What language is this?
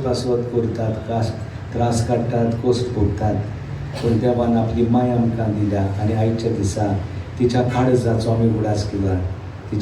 Konkani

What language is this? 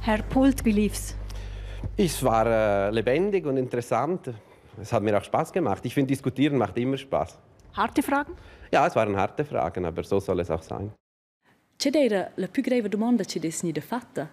Romansh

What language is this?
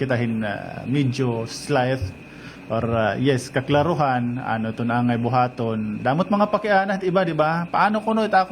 Waray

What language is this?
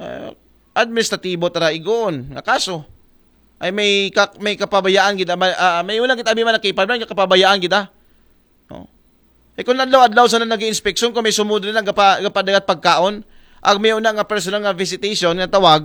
Aklanon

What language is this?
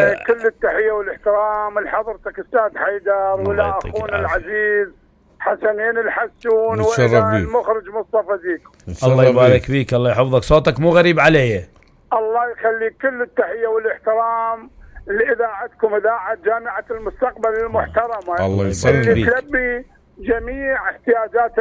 Mesopotamian Arabic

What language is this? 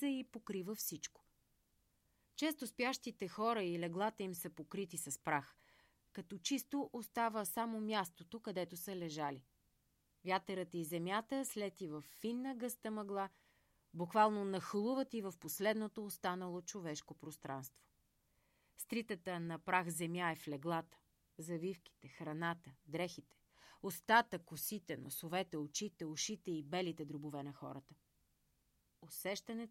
Bulgarian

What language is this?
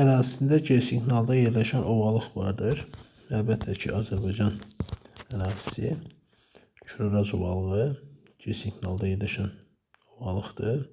Azerbaijani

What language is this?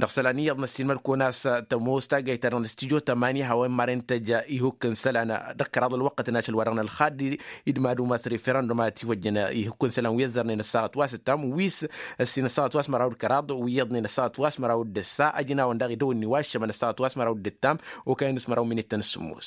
Tamasheq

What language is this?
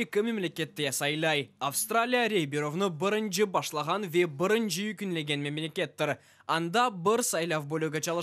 Crimean Tatar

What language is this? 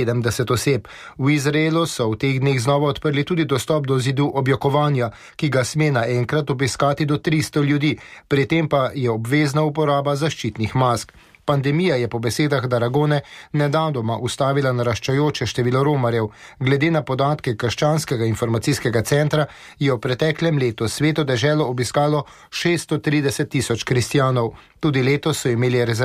Slovenian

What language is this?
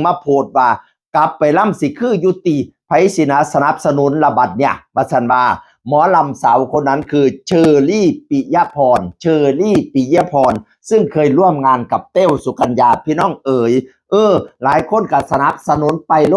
Northeastern Thai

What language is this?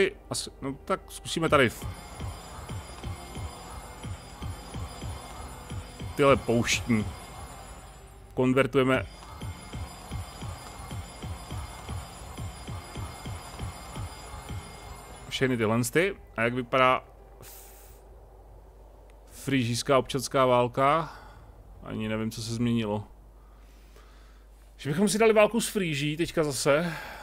Czech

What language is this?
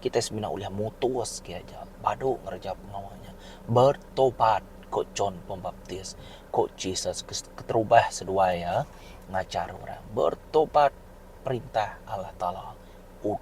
Iban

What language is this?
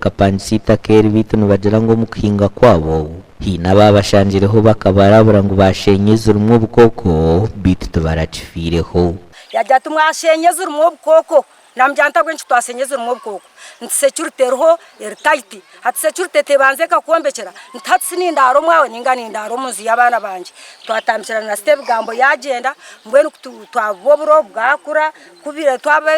Nyankole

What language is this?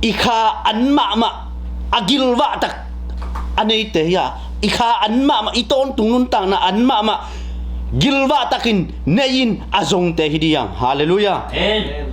Tedim Chin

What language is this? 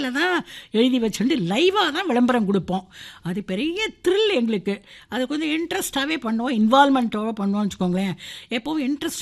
Tamil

